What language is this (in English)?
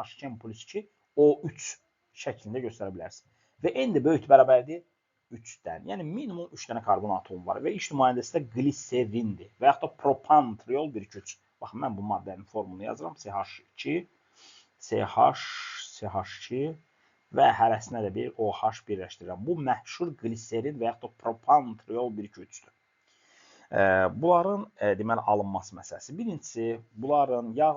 Azerbaijani